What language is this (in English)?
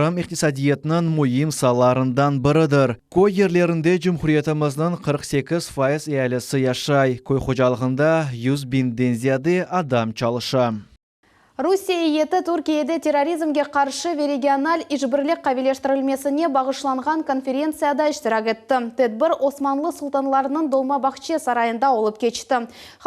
Crimean Tatar